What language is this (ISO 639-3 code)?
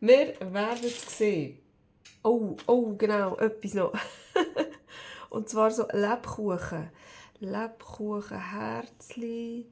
gsw